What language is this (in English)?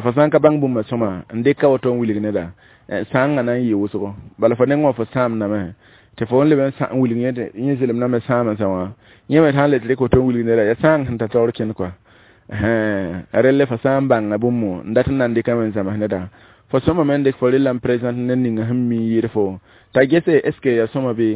Mossi